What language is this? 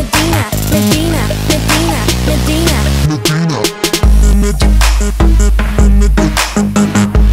Danish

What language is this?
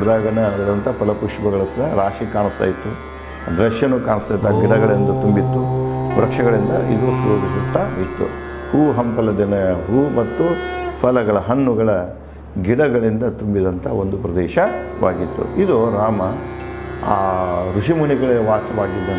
Kannada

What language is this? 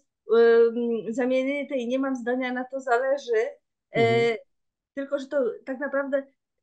Polish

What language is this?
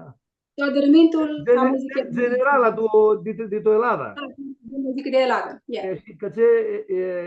Aromanian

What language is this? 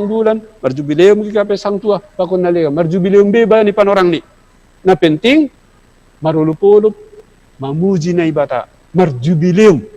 Batak Simalungun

